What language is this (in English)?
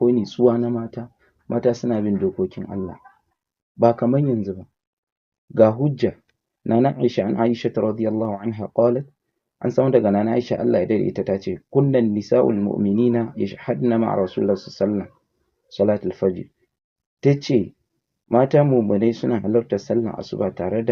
Hausa